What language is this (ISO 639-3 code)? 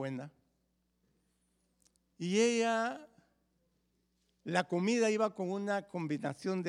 spa